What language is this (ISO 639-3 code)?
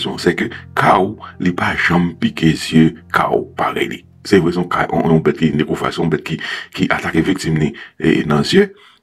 hat